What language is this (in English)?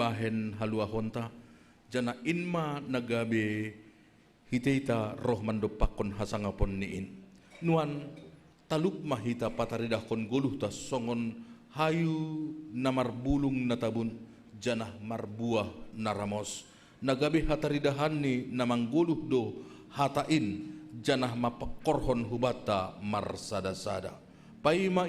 Batak Simalungun